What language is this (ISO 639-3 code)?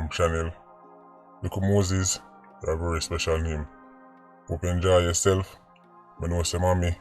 jam